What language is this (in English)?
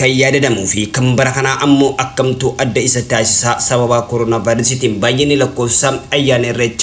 Oromo